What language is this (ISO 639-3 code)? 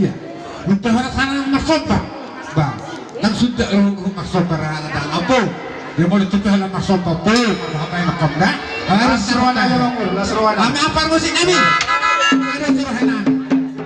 bbc